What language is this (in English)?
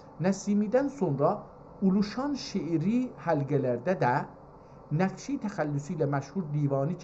South Azerbaijani